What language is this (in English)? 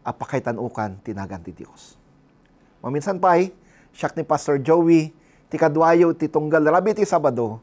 Iloko